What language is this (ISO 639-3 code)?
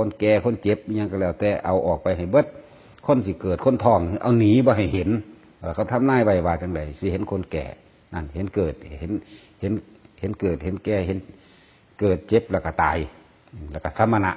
lao